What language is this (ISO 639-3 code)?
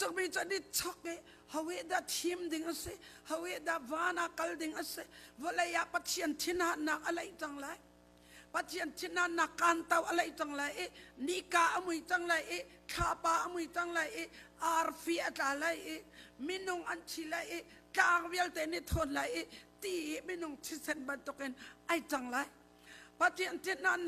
cnh